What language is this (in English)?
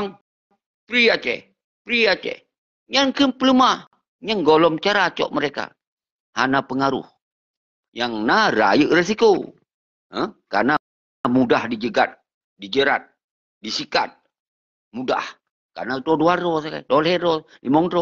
Achinese